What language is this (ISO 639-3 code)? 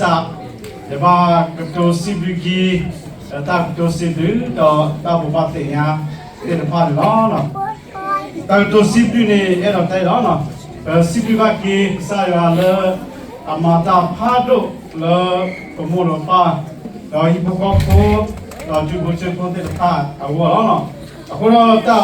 ksw